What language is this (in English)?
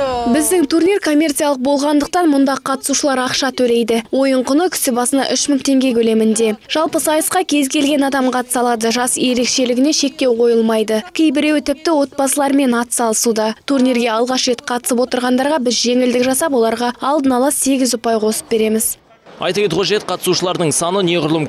Kazakh